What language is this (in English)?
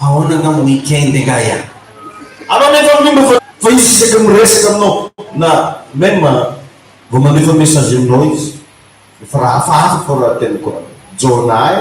Malagasy